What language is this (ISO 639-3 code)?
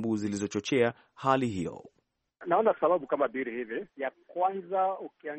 swa